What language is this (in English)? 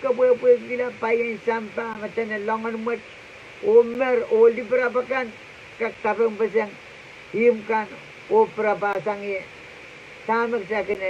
Pohnpeian